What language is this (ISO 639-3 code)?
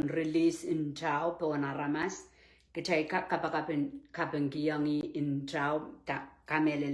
pon